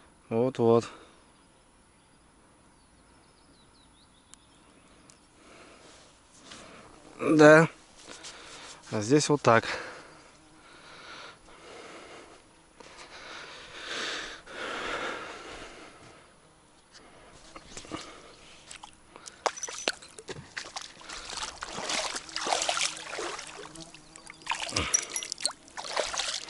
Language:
Russian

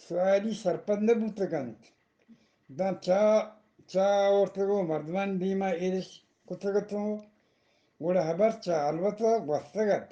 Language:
Eastern Balochi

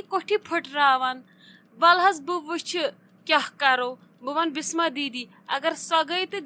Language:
Kashmiri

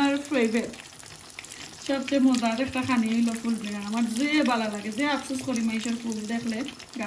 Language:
Sylheti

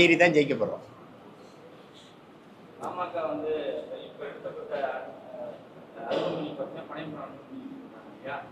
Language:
Tamil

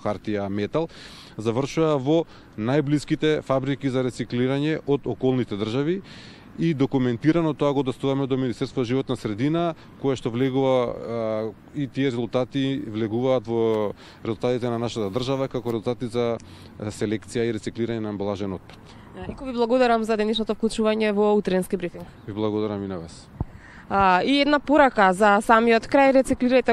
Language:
Macedonian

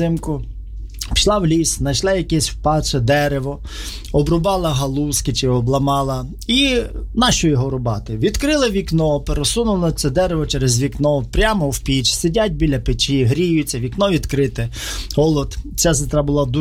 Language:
Ukrainian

